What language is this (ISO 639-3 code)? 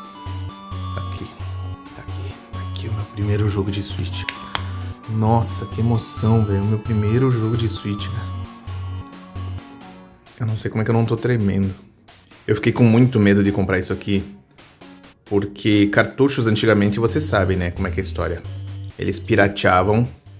por